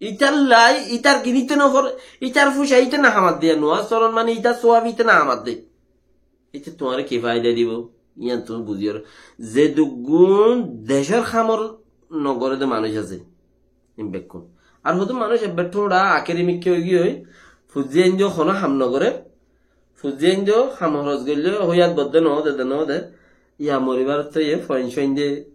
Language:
Rohingya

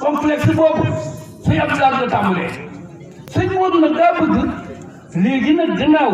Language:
Wolof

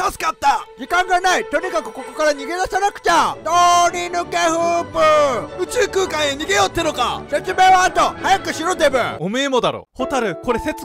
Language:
Japanese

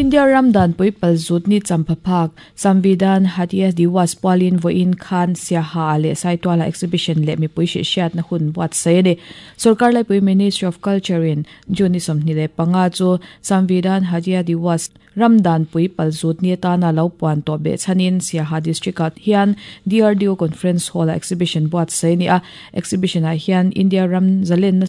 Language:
Mizo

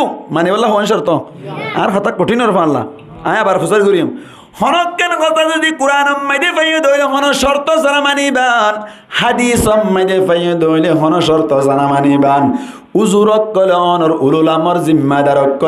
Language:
Rohingya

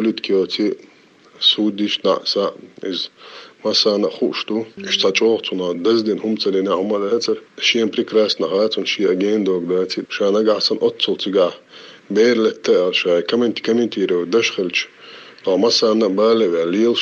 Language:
Chechen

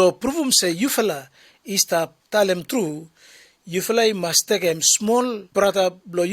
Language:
Bislama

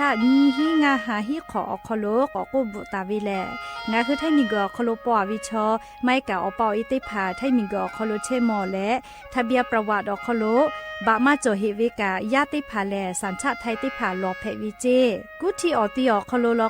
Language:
Lahu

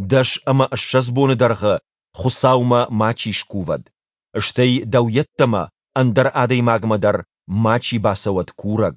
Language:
Ossetic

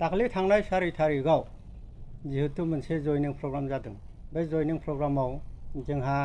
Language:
Bodo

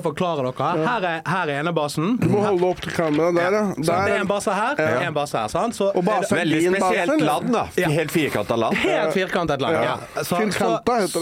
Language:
Norwegian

